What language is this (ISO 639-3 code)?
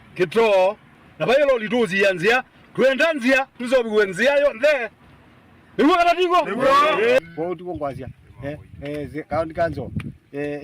kam